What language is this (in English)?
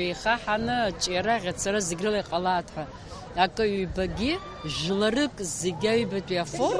Abkhazian